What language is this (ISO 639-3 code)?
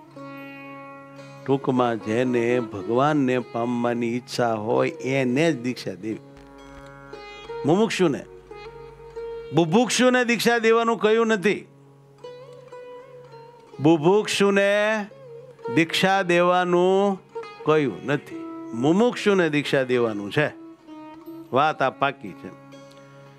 guj